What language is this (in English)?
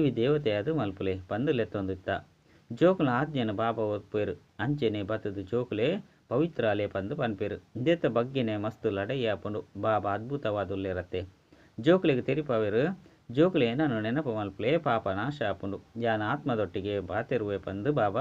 Tulu